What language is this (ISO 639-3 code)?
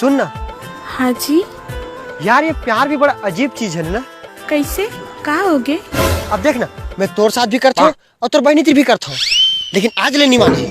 hne